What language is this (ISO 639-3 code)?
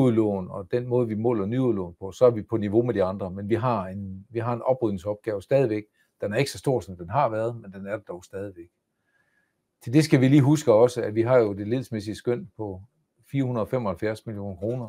dan